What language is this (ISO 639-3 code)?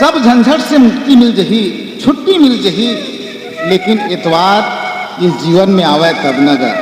hne